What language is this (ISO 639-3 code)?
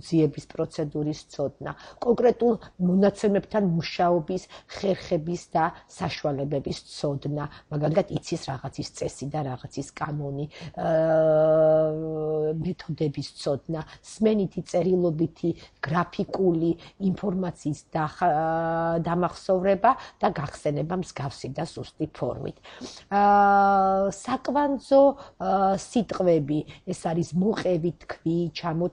kat